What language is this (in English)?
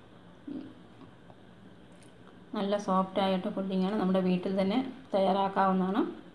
Malayalam